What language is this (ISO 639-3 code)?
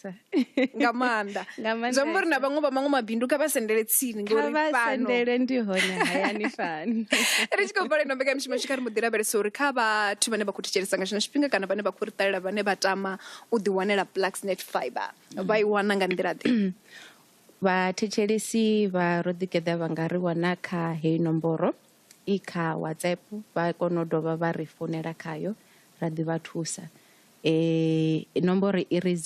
ven